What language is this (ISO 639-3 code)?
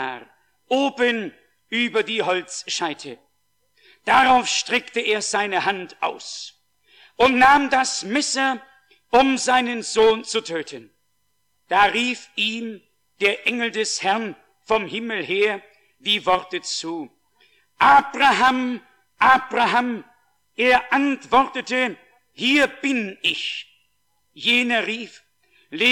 deu